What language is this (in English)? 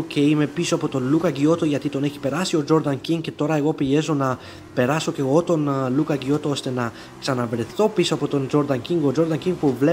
Greek